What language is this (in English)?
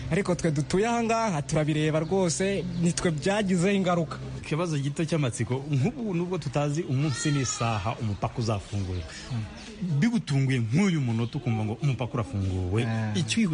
Kinyarwanda